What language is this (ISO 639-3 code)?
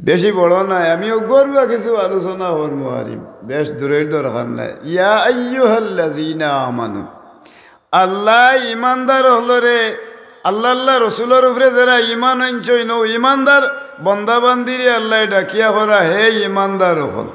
syl